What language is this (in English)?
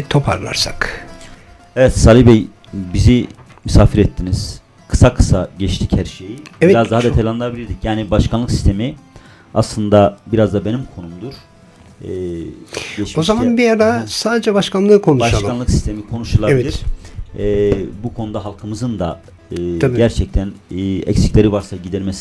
Turkish